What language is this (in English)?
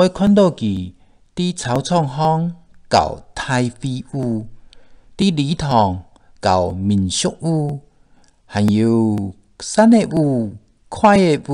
Hakka Chinese